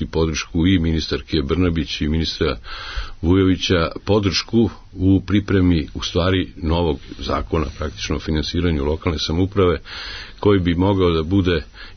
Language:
Serbian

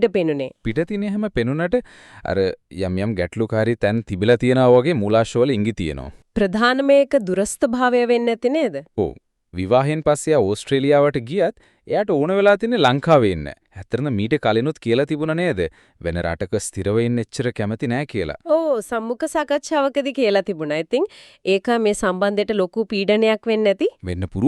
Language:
Sinhala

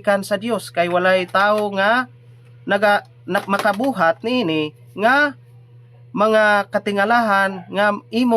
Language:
Cebuano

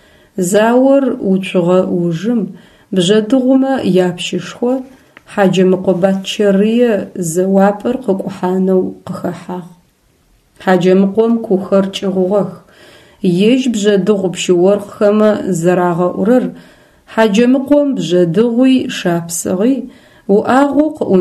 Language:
Adyghe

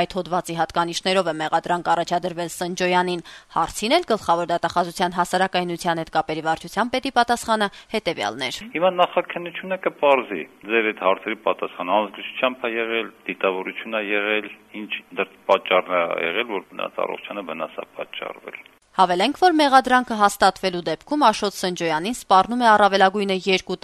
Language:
Armenian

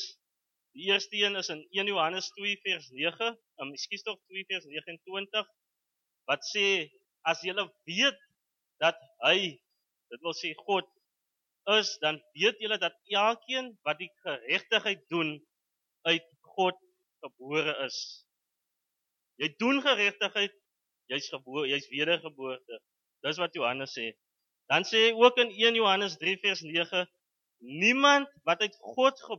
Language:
Afrikaans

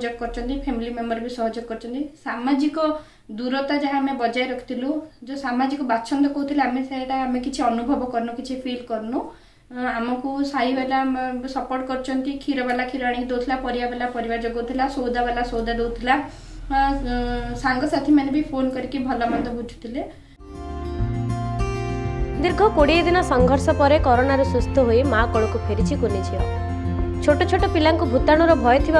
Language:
Odia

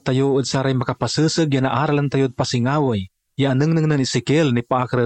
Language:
Pangasinan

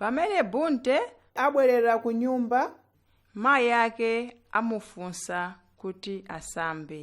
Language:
Nyanja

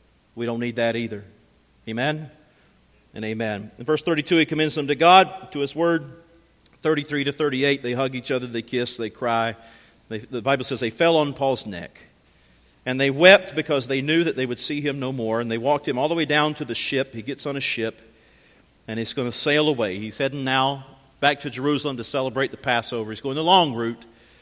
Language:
English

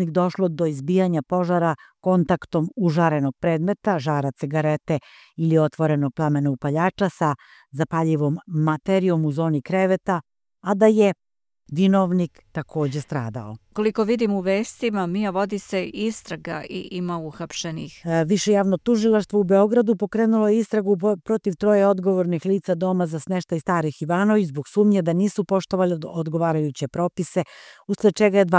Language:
Serbian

